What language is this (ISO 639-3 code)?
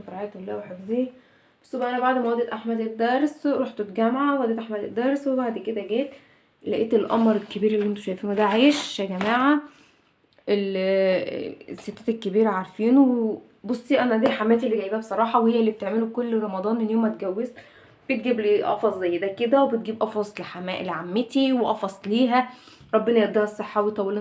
arz